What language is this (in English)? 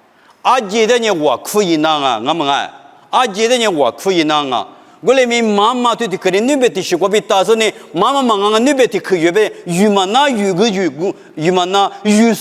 Lisu